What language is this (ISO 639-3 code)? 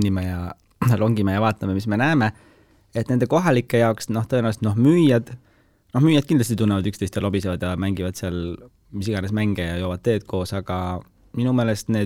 est